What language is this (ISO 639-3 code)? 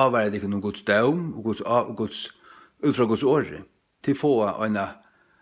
fao